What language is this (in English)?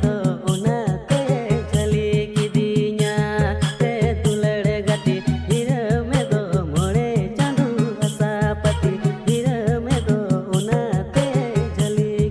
Santali